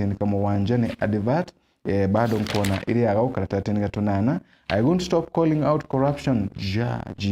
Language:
Meru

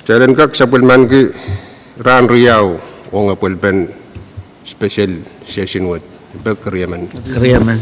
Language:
Pohnpeian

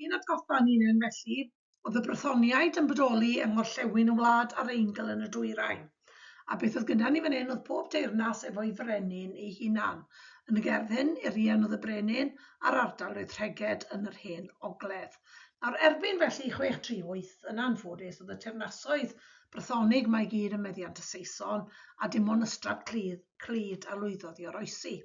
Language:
Welsh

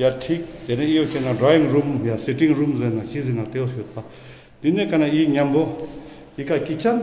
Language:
Ladakhi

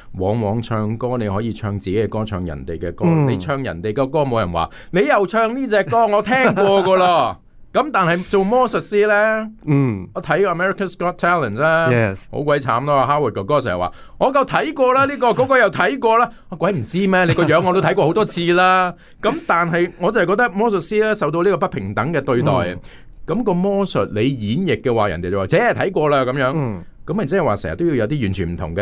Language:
Cantonese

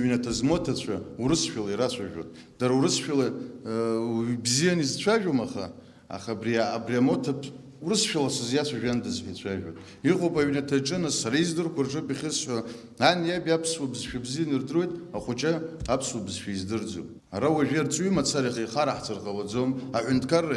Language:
Abkhazian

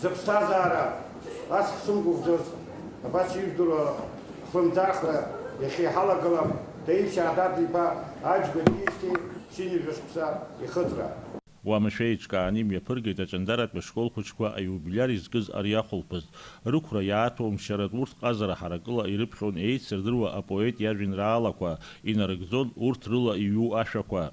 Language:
Abkhazian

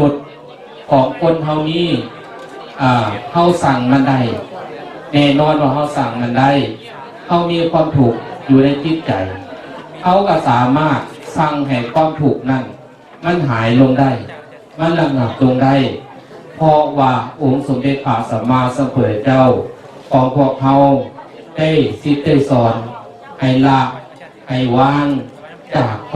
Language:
Lao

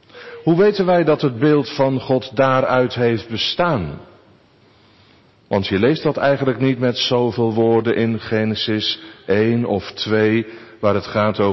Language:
Dutch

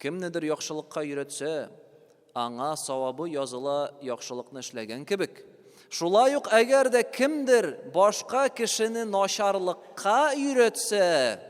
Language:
Tatar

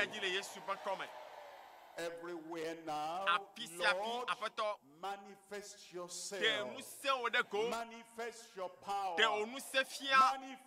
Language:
Ewe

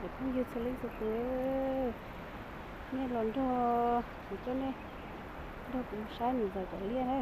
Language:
Hmong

